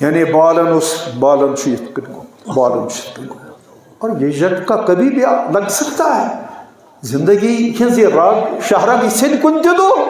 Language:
Kashmiri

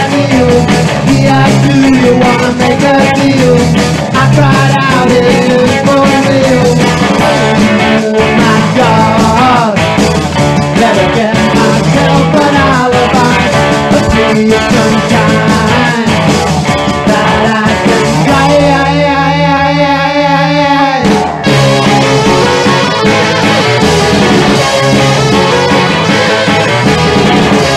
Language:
English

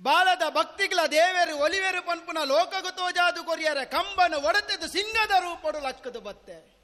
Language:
Tulu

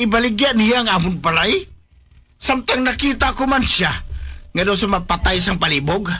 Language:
Hiligaynon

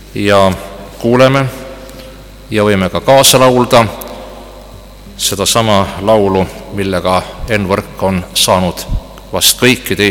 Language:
Estonian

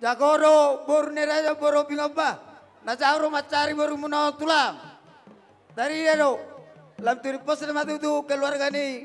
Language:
Batak Toba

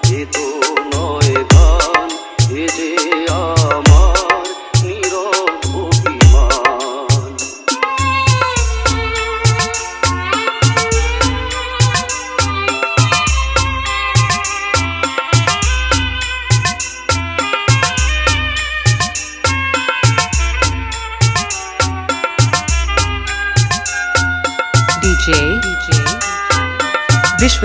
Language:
Bangla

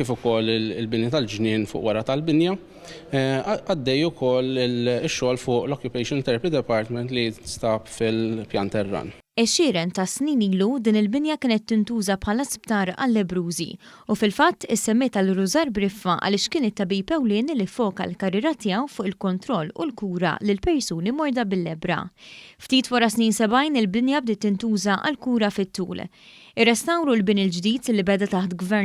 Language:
Maltese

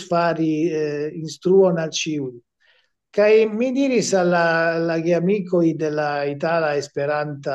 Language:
Esperanto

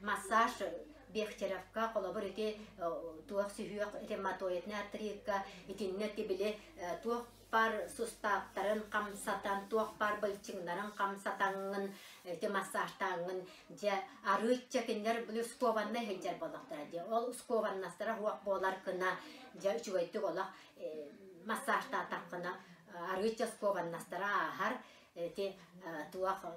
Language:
Yakut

